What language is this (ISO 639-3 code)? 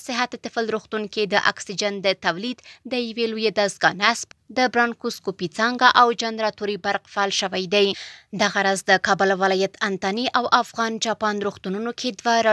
pus